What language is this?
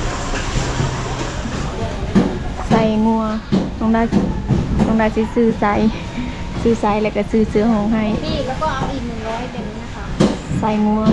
Lao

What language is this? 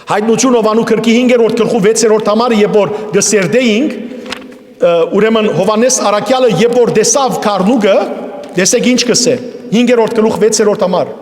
Western Armenian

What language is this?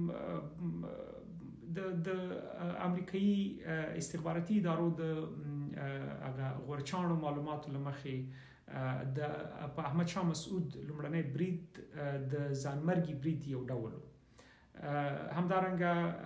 Pashto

